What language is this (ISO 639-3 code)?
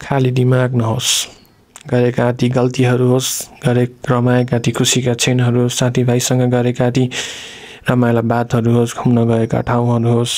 nep